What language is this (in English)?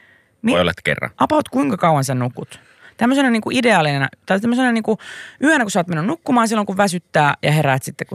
Finnish